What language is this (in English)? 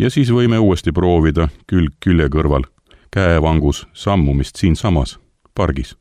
Estonian